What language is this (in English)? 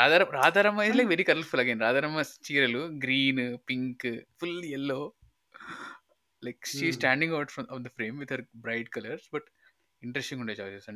Telugu